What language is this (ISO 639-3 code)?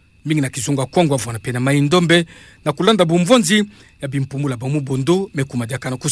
ktu